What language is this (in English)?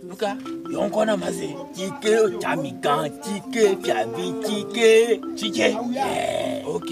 Ewe